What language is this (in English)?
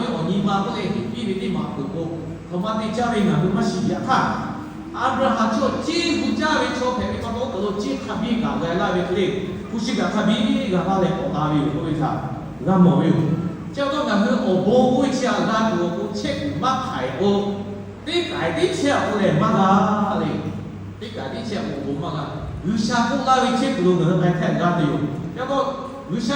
Lahu